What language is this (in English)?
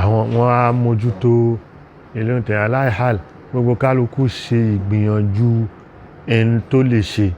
Yoruba